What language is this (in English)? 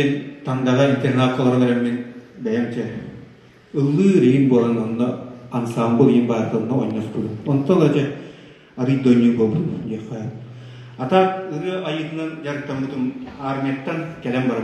Yakut